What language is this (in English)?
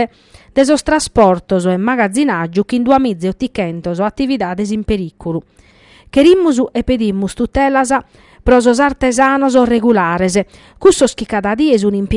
Sardinian